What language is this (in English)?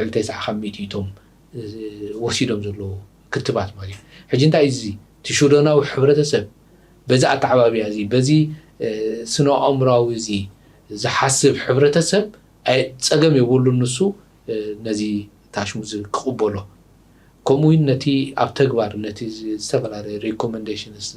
Tigrinya